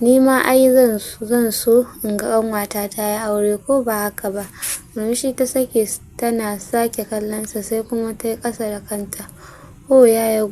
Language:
Hausa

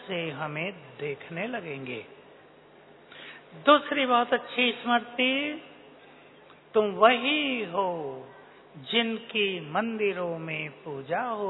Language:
Hindi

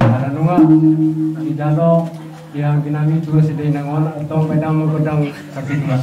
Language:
Batak Toba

